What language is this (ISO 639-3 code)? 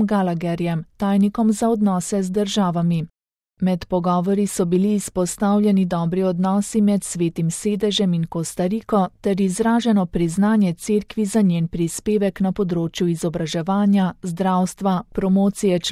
slv